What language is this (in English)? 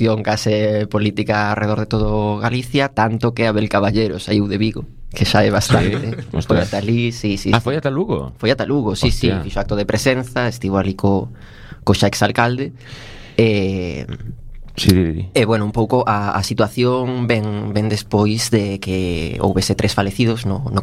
Galician